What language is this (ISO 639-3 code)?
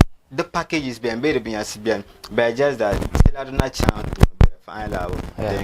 dag